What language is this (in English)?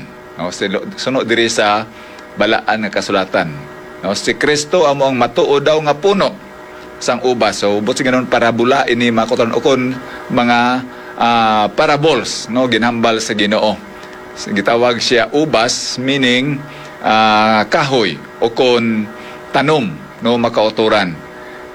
Hiligaynon